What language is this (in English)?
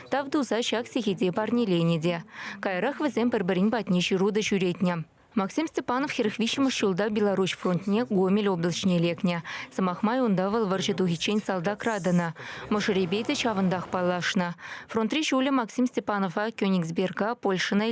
Chuvash